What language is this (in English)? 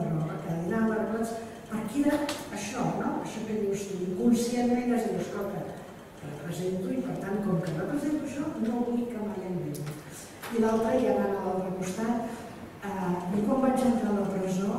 Catalan